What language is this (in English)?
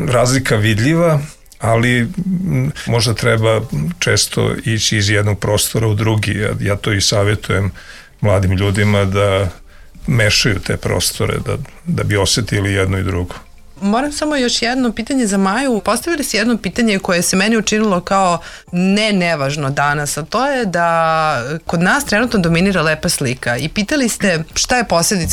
Serbian